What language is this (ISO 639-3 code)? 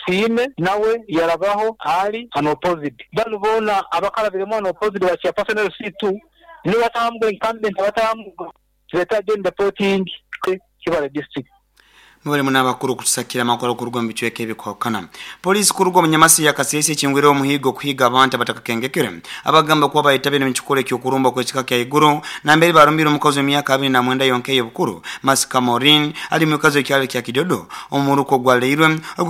nyo